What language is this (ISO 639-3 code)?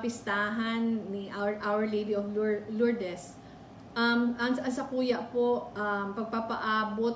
bik